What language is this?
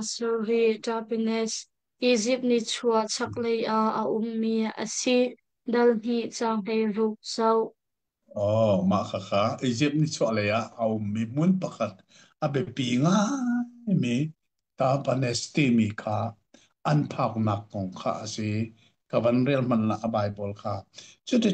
Hakha Chin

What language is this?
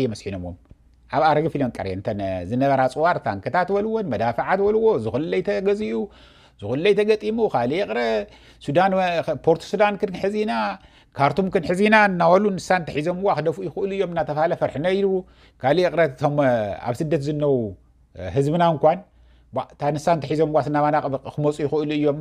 Tigrinya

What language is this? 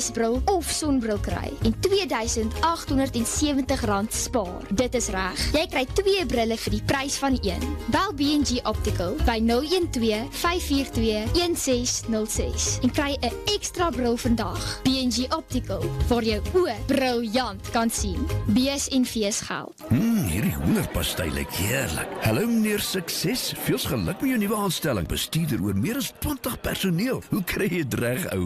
Afrikaans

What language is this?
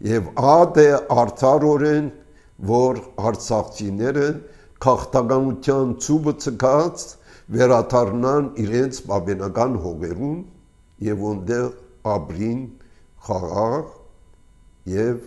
Armenian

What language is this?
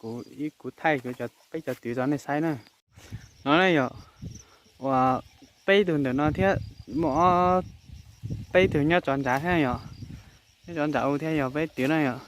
Hmong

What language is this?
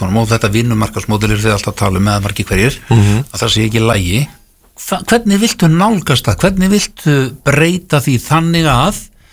Icelandic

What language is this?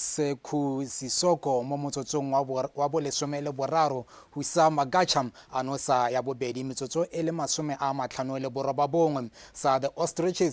Tswana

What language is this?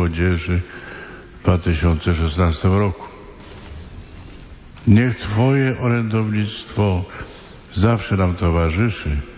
Polish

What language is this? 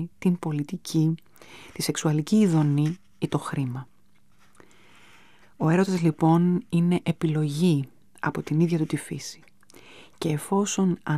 Greek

